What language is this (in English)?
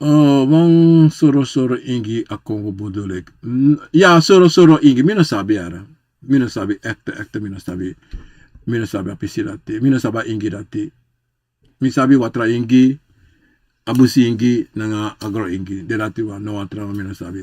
Sranan Tongo